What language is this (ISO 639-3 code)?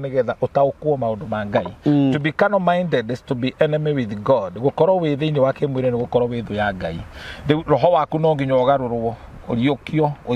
kik